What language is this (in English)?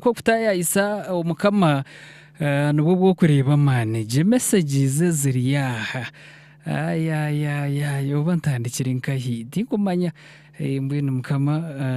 Nyankole